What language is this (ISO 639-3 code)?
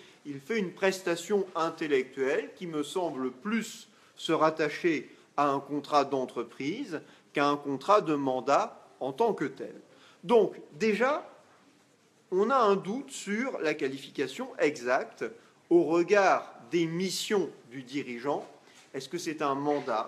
fra